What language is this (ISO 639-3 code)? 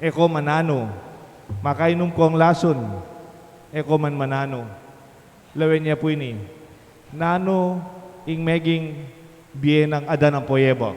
pam